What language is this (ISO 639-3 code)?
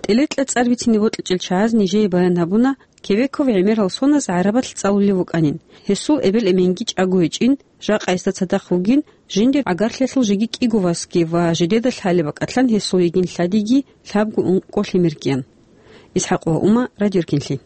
ava